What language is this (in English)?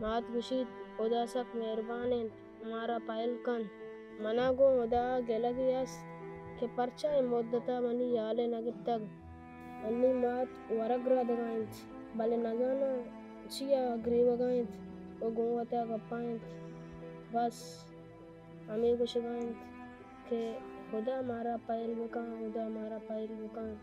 Baluchi